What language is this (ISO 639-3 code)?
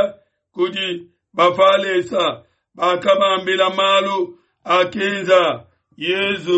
lua